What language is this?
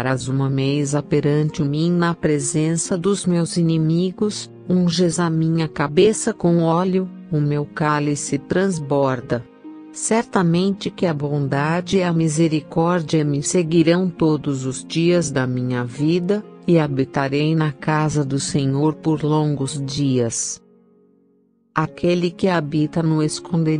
Portuguese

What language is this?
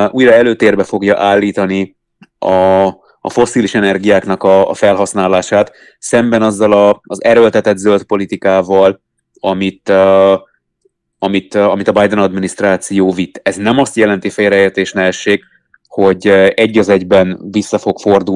Hungarian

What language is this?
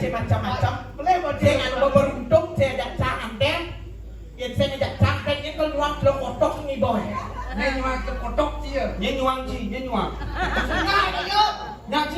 Balinese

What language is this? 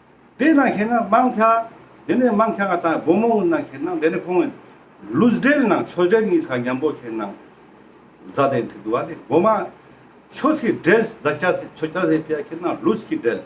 Ladakhi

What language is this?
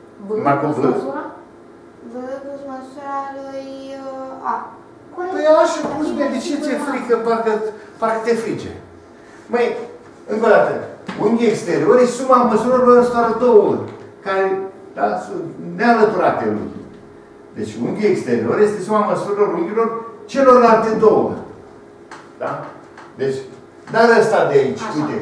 Romanian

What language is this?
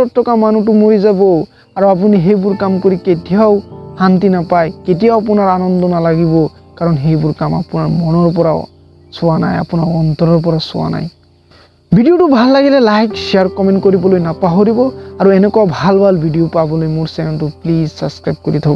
Assamese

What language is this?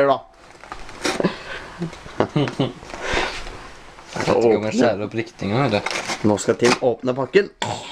Norwegian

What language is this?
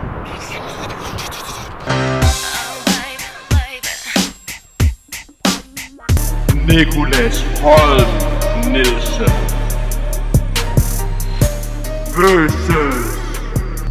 Danish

